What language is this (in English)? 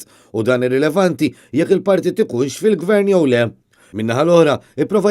Maltese